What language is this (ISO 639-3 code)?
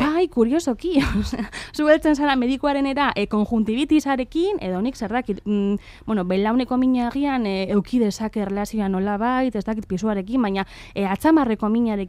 eus